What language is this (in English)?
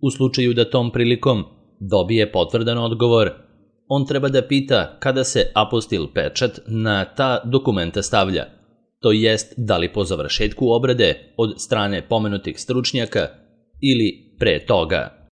Serbian